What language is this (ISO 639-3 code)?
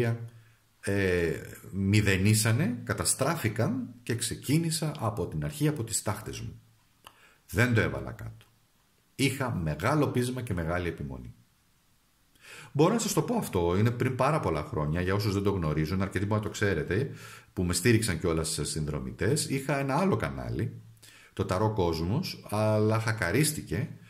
ell